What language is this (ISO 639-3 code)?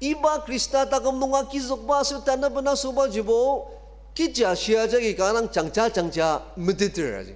njo